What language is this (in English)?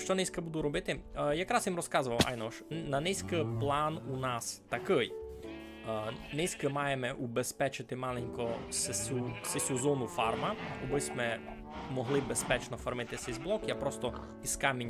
Rusyn